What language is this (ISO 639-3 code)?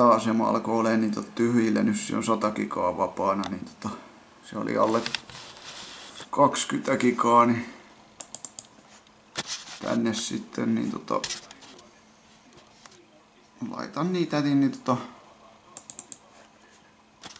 fin